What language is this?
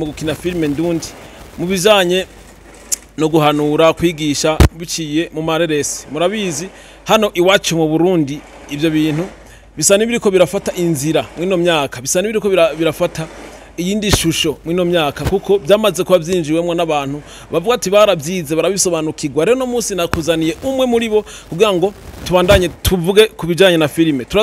Rundi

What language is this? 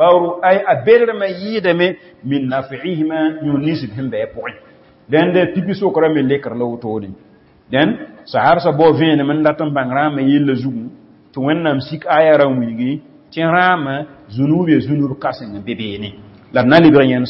Mossi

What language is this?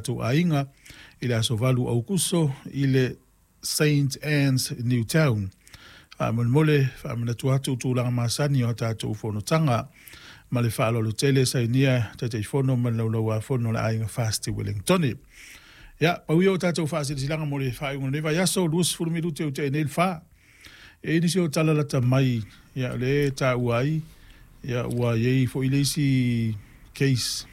Samoan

